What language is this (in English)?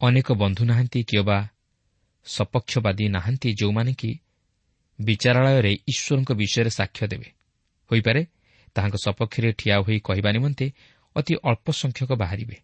Odia